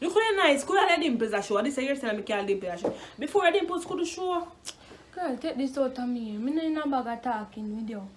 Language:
Jamaican Creole English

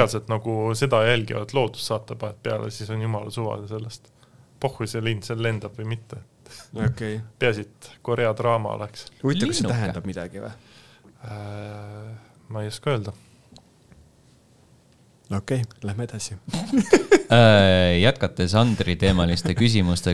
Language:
Estonian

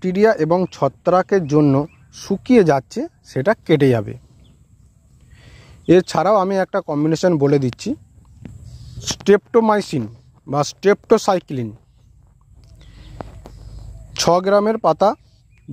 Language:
Bangla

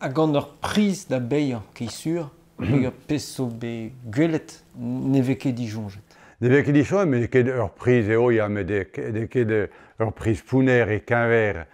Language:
Breton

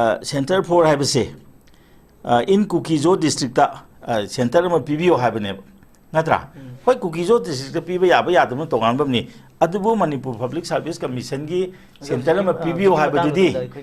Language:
Manipuri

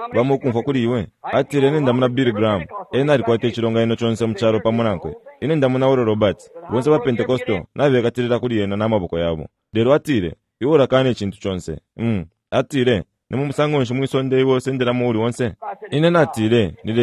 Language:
Bemba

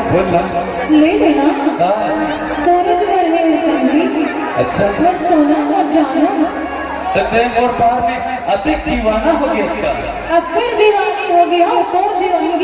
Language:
Chhattisgarhi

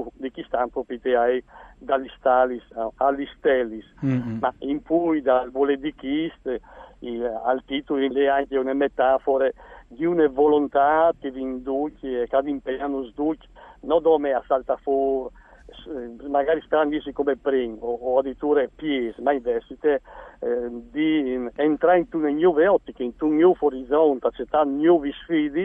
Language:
Friulian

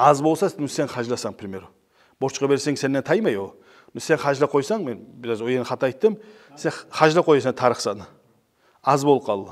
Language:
Kumyk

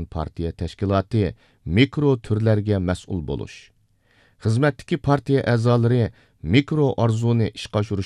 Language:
Uyghur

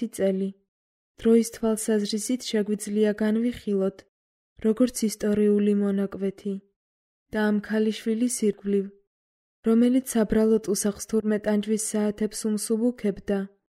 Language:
Georgian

